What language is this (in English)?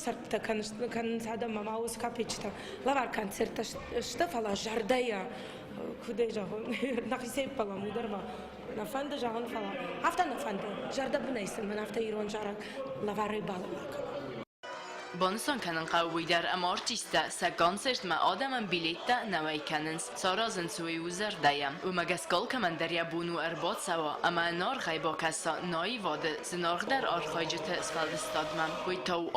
Ossetic